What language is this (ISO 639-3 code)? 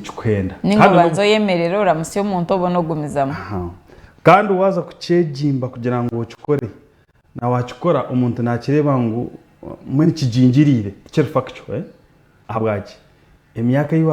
nyn